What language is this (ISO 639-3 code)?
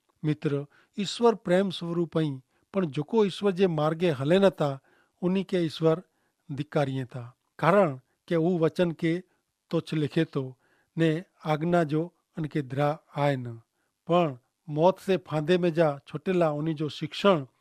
kfr